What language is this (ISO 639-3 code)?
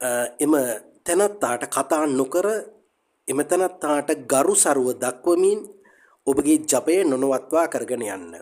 sin